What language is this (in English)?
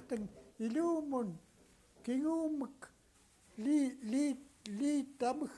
Central Yupik